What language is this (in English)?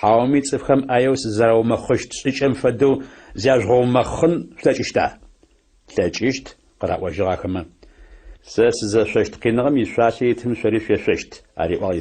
Adyghe